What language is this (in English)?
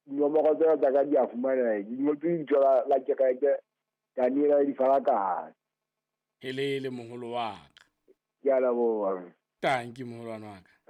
Southern Sotho